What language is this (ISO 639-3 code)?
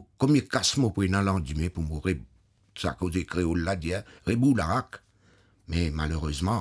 mfe